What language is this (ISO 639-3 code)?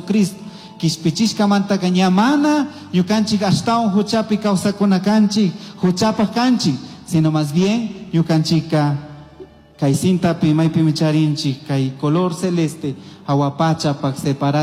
qug